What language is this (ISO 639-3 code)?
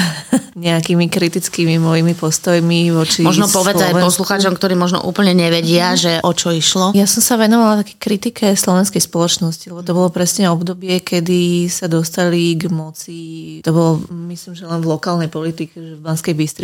slk